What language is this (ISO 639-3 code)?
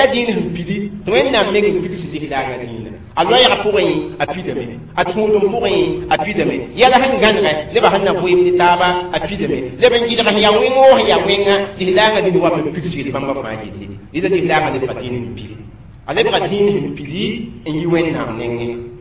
mos